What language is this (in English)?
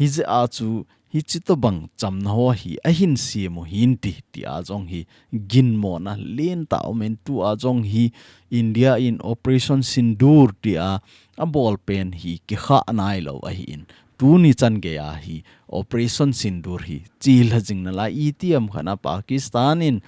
Thado Chin